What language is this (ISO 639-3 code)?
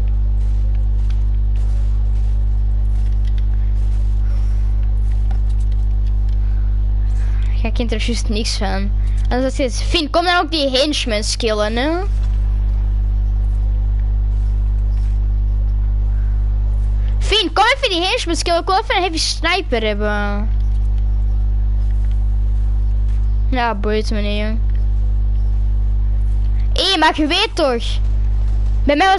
nld